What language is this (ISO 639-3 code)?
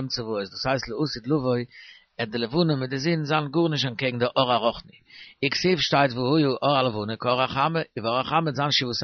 yid